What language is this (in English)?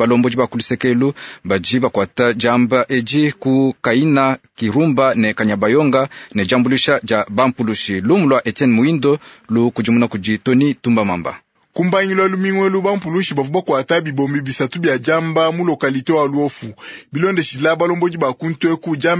Luba-Lulua